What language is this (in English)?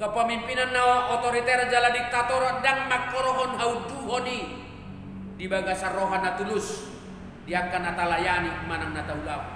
Batak Toba